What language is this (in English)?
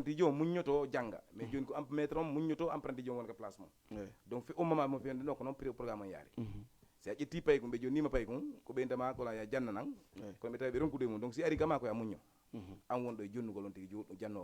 Fula